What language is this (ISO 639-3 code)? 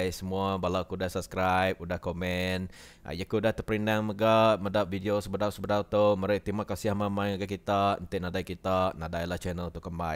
iba